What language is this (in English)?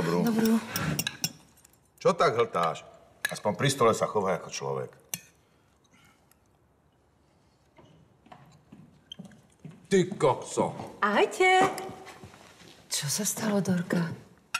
Slovak